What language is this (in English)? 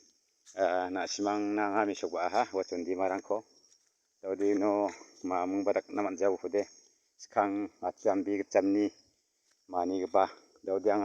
Garo